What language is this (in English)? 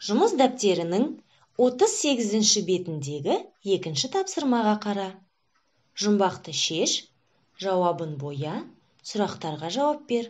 Kazakh